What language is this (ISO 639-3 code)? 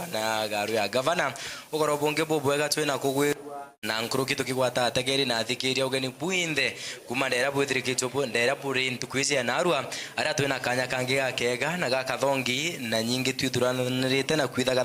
mer